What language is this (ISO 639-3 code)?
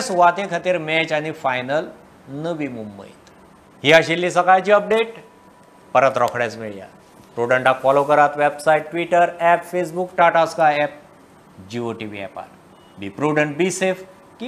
kok